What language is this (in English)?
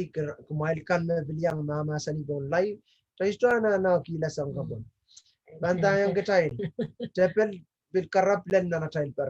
Pohnpeian